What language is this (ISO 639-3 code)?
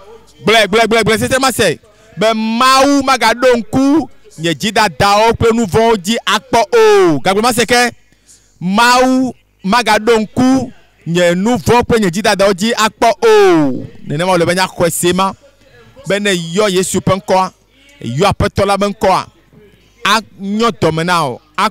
ewe